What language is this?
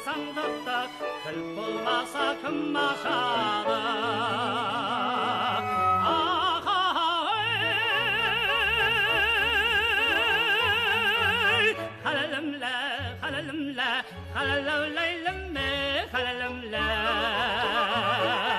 Kazakh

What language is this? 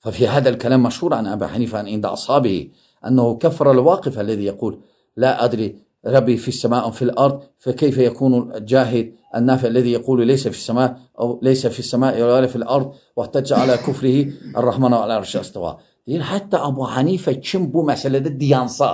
Azerbaijani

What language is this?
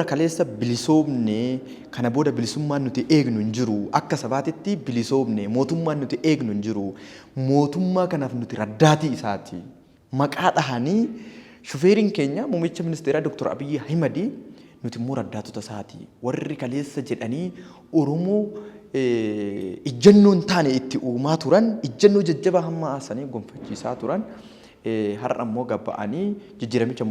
Oromo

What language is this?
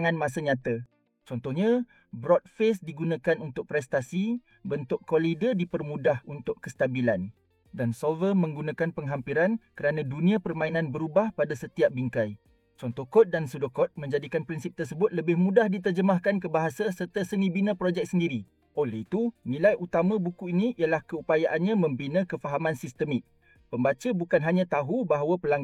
Malay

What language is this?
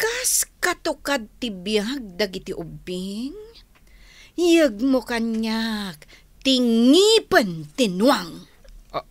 Iloko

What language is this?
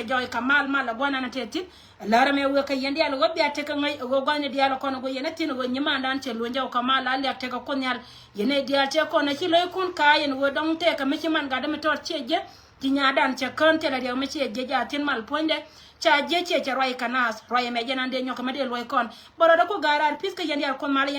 Nuer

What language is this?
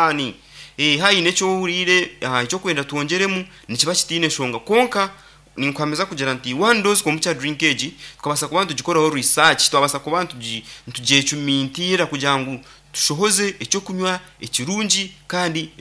Nyankole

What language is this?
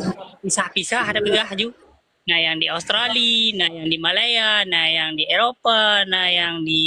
Achinese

